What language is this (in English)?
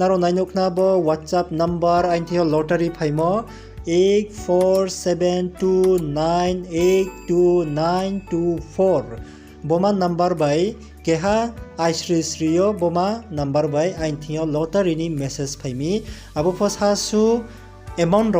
Riang (India)